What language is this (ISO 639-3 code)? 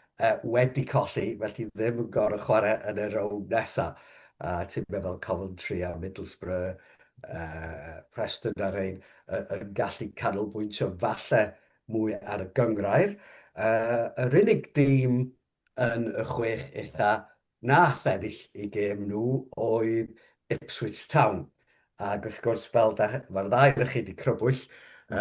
cym